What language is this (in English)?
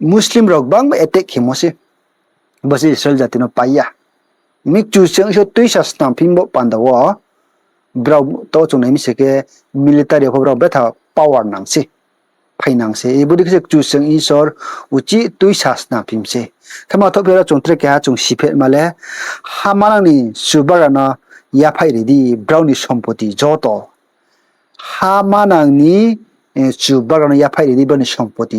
Riang (India)